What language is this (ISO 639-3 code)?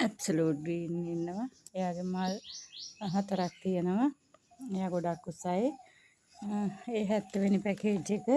sin